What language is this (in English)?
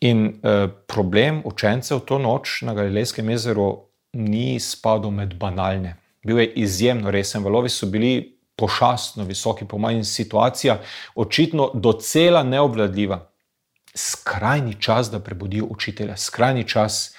Slovenian